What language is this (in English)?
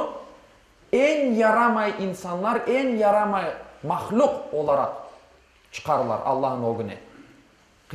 Crimean Tatar